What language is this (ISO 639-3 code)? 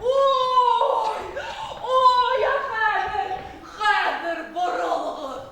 bak